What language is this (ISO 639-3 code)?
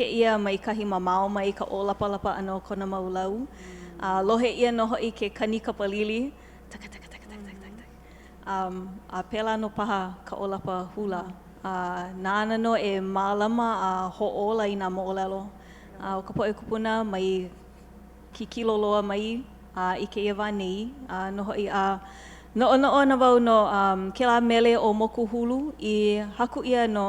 haw